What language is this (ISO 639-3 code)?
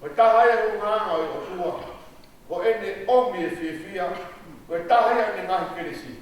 ton